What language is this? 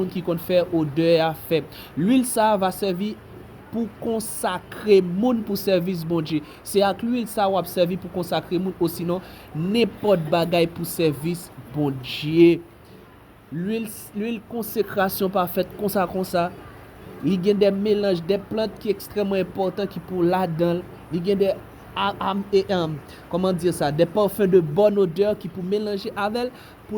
Haitian Creole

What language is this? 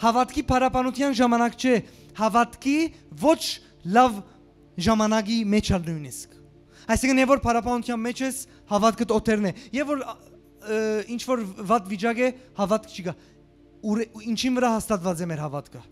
Western Armenian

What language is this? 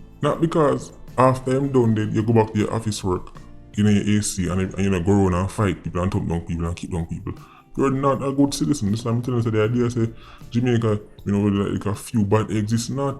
Jamaican Creole English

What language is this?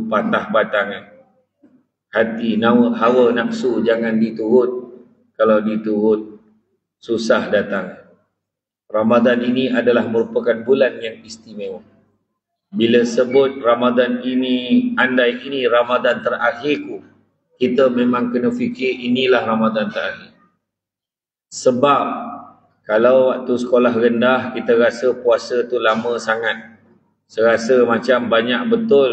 Malay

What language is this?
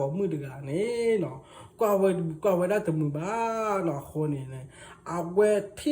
S'gaw Karen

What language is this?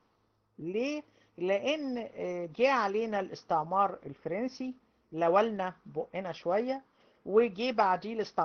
Egyptian Arabic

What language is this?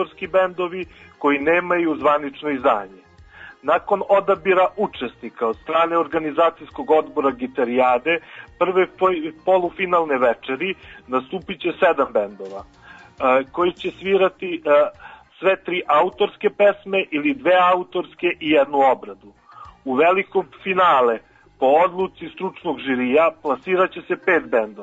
Serbian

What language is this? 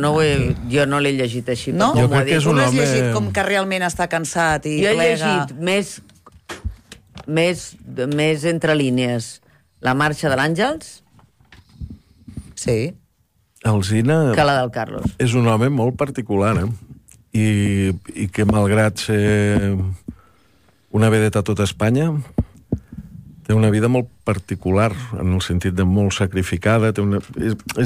Catalan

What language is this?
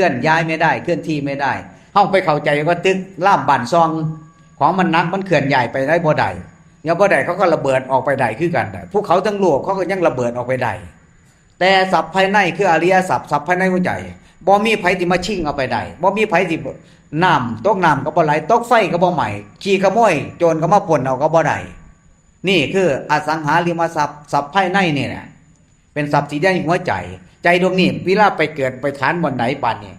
Northeastern Thai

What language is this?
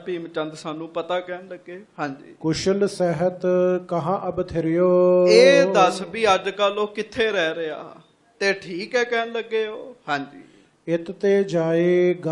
Punjabi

